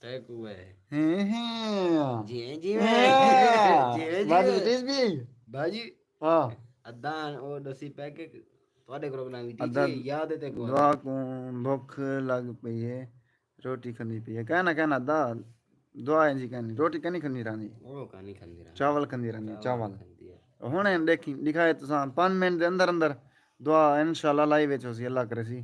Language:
Saraiki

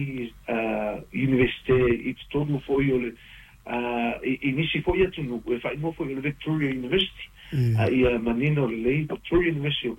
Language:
Samoan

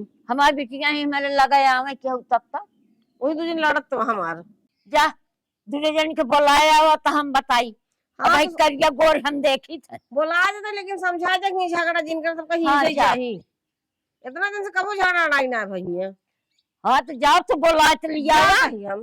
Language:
Awadhi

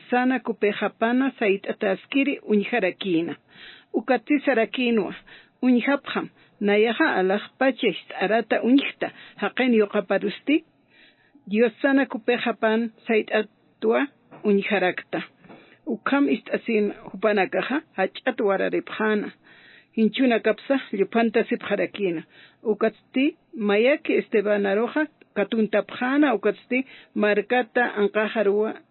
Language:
Aymara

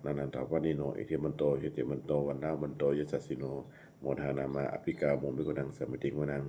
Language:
Pali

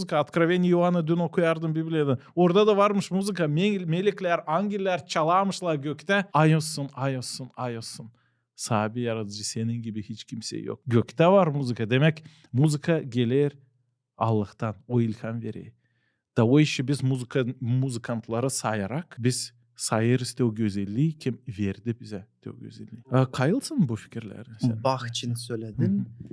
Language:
Gagauz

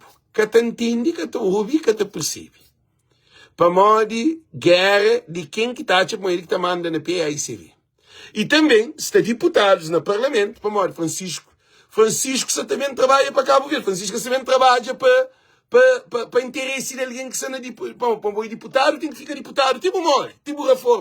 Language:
Kabuverdianu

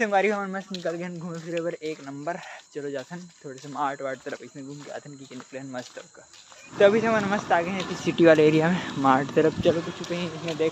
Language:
Chhattisgarhi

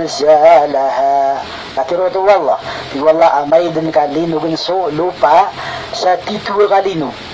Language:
Maranao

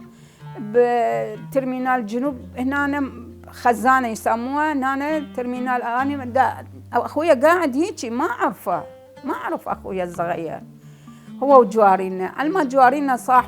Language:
Mesopotamian Arabic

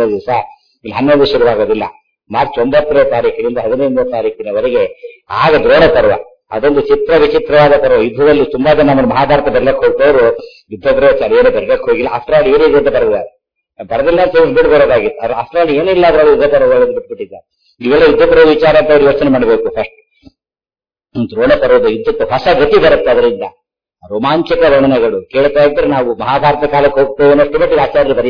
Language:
Kannada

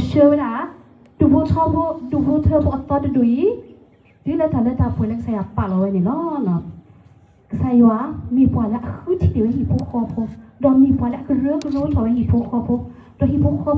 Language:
S'gaw Karen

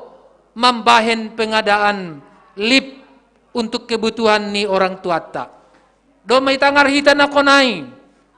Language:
Batak Simalungun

